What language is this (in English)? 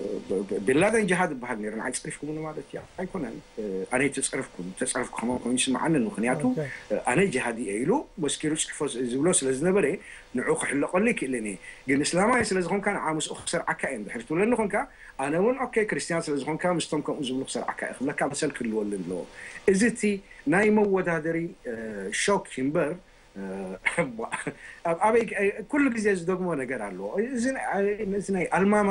Tigrinya